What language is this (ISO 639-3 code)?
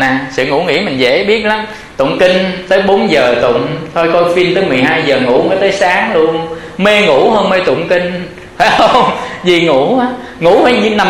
vie